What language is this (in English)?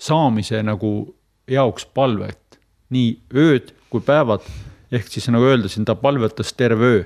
Estonian